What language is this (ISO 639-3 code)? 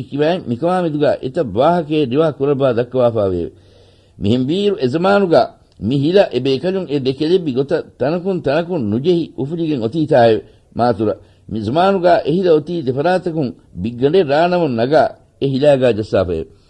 div